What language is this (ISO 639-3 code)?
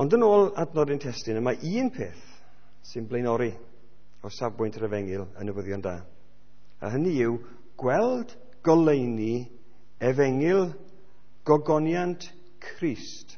cym